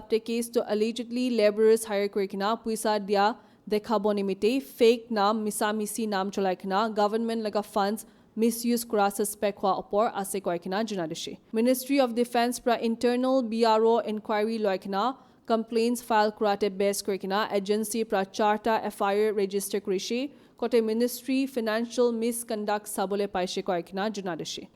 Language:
Naga Pidgin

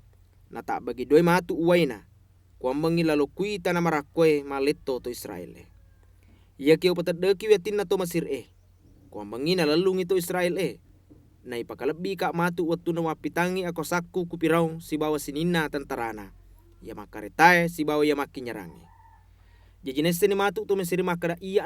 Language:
Buginese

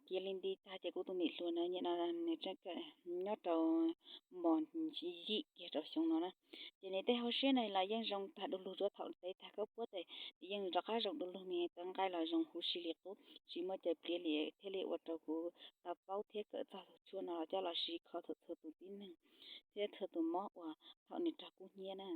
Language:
Hmong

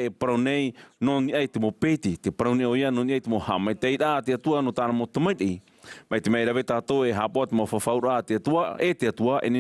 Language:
Tahitian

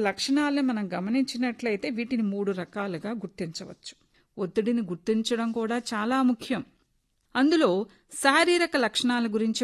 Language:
Telugu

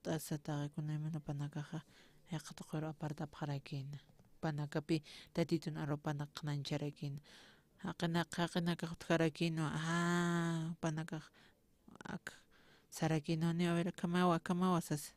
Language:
Aymara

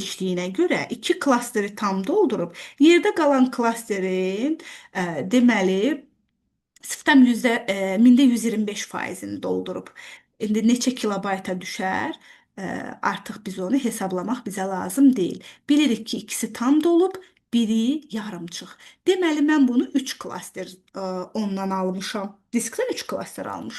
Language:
Azerbaijani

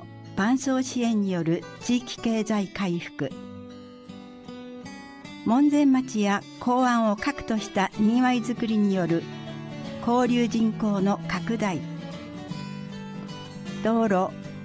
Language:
Japanese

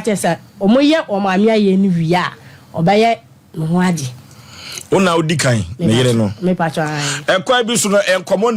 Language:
Akan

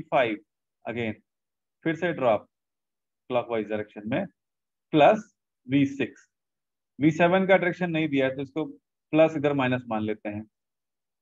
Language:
Hindi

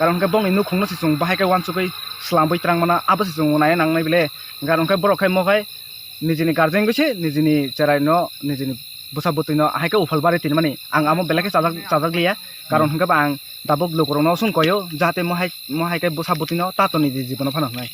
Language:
Kok Borok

